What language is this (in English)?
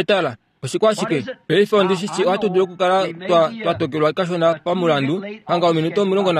Kuanyama